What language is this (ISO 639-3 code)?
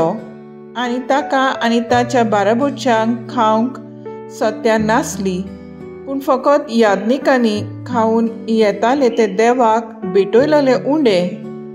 kok